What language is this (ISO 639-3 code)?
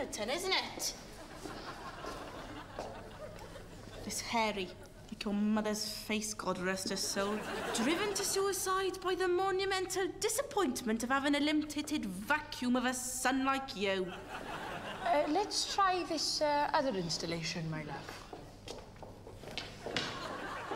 eng